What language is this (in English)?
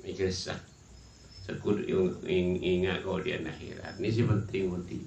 Madurese